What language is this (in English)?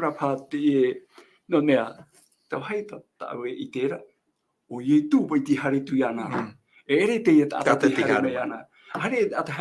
Tahitian